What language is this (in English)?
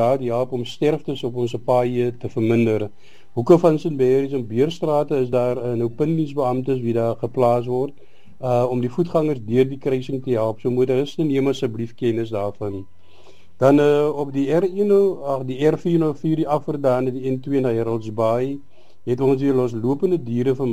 Afrikaans